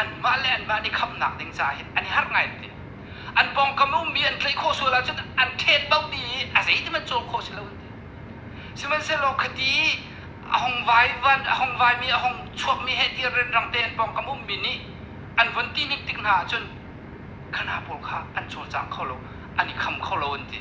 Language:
Hakha Chin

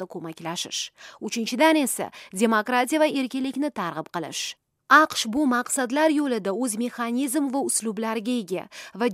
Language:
Uzbek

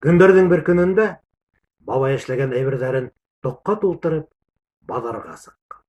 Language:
Bashkir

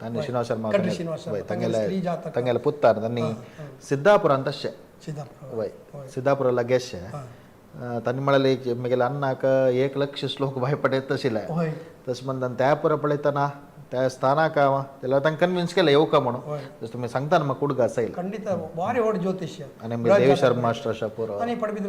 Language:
Konkani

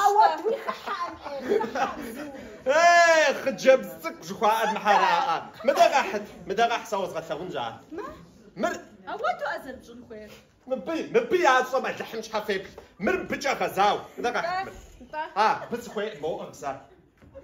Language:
Kabardian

